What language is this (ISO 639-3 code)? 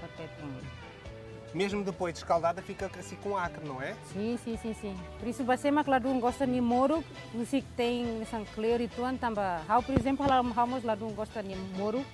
tet